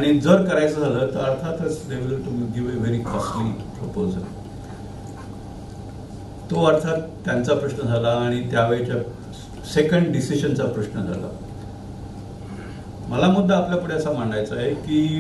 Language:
Marathi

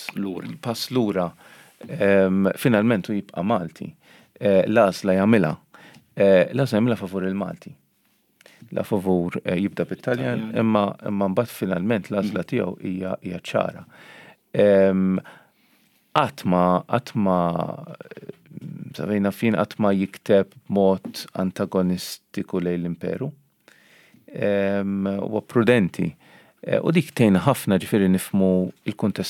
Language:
Maltese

